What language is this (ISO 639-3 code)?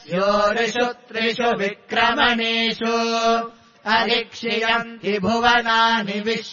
san